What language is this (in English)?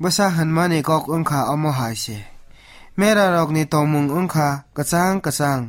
Kok Borok